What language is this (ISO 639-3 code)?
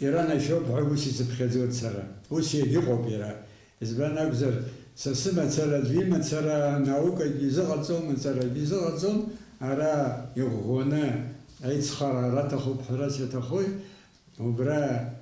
abk